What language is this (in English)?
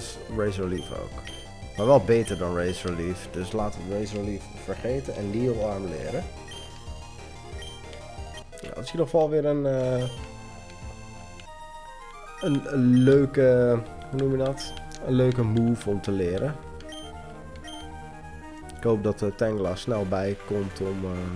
Dutch